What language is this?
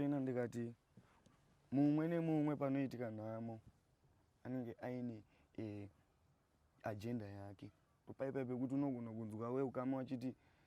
Shona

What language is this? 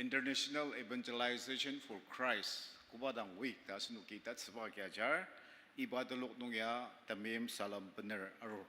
Ao Naga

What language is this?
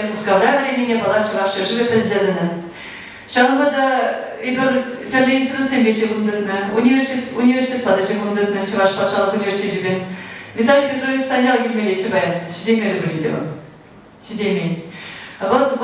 Chuvash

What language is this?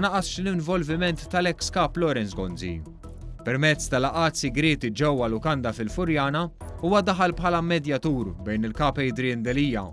Maltese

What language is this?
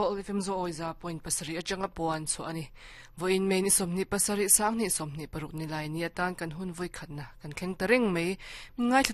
Mizo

